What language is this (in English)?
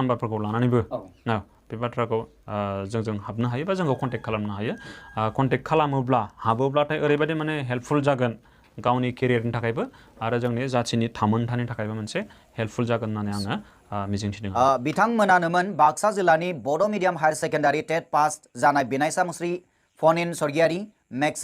Bodo